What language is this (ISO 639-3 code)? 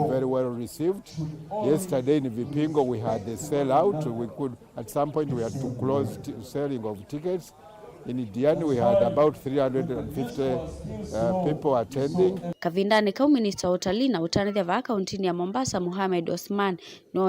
kam